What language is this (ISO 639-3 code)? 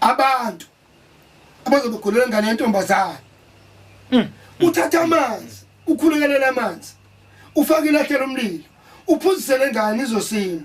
zul